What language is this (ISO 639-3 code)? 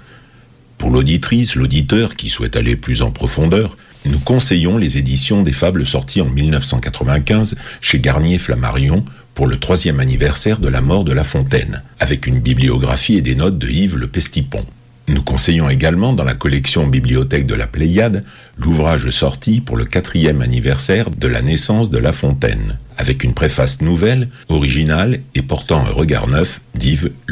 fra